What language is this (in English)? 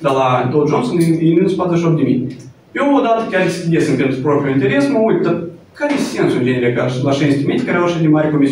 Romanian